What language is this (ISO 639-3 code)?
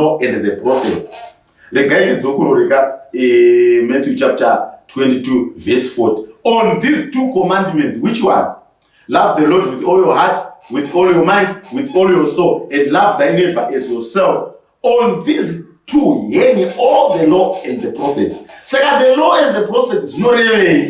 sna